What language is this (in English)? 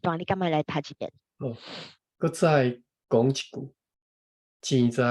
Min Nan Chinese